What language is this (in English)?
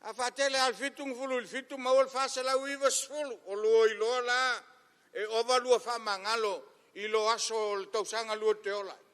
Samoan